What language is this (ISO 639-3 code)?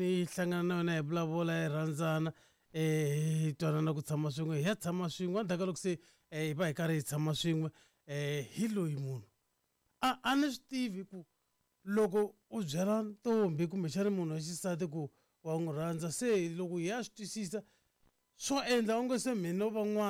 tso